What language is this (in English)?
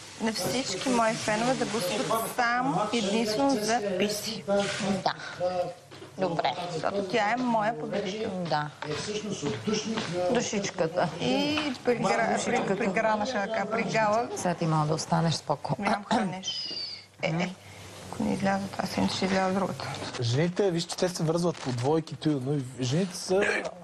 Bulgarian